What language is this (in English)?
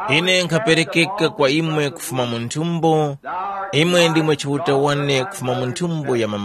Tumbuka